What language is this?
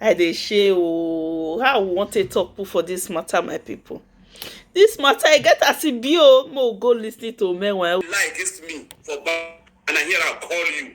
Nigerian Pidgin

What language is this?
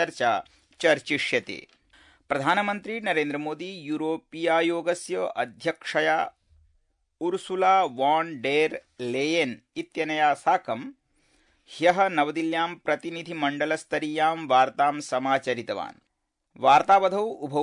Sanskrit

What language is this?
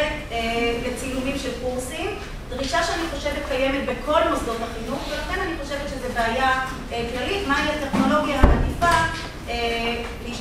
Hebrew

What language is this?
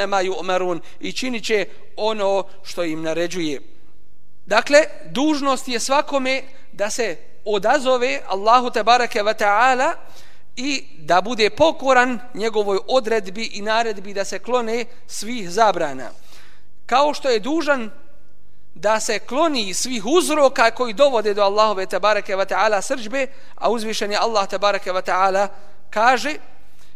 Bosnian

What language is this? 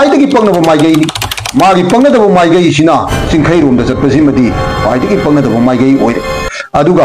Manipuri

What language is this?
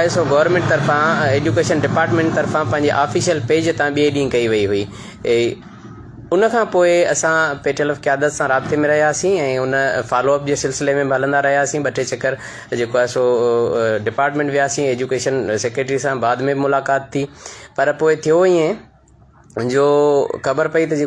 Sindhi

